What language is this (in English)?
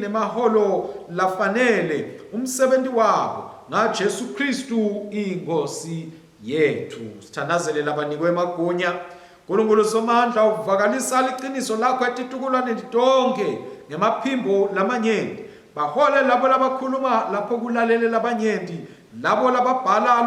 Swati